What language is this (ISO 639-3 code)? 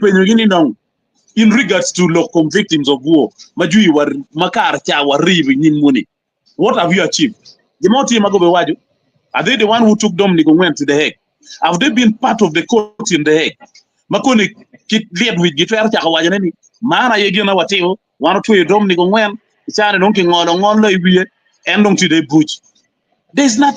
ach